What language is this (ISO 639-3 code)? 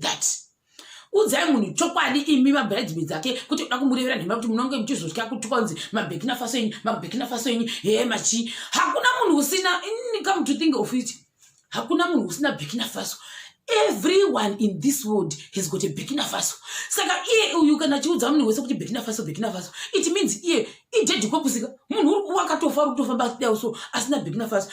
sna